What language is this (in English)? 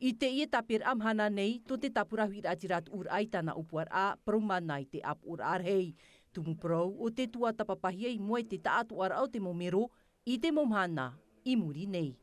Tahitian